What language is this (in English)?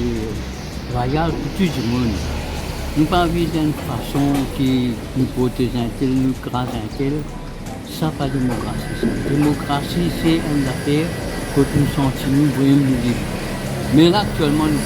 Morisyen